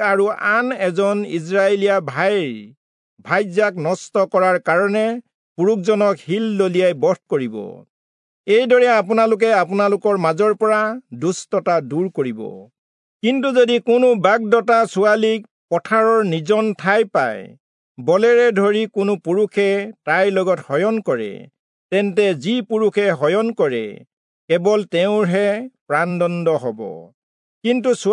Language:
Assamese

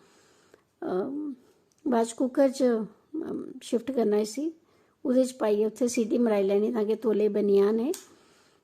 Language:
Dogri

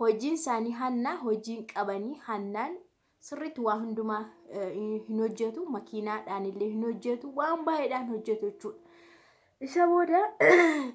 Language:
Oromo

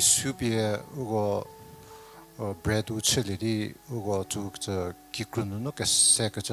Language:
Angami Naga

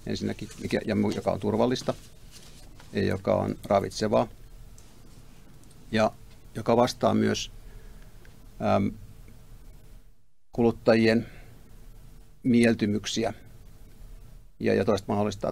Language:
Finnish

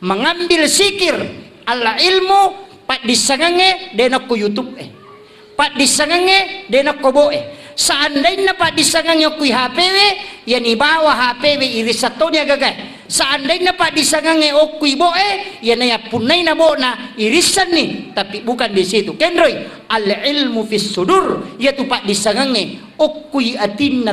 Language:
Buginese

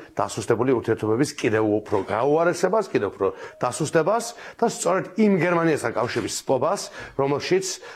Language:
Georgian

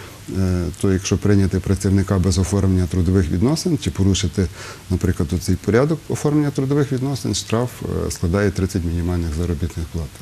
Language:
Ukrainian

